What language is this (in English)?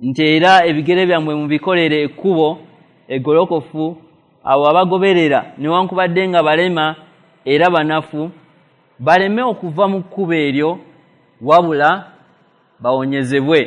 Ganda